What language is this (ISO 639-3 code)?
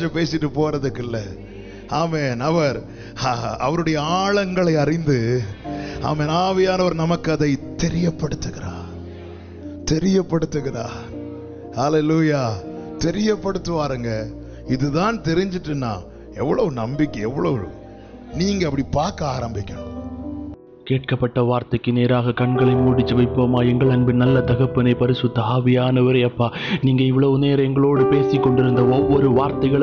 tam